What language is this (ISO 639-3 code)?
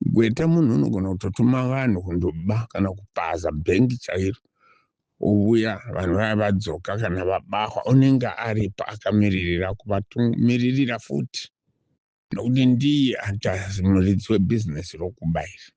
sna